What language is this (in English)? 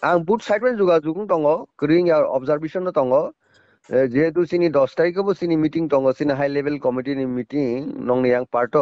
Kok Borok